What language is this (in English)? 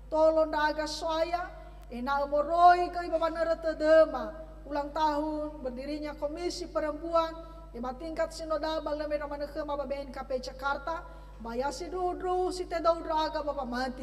Nias